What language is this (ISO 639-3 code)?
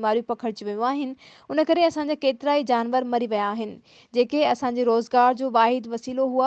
snd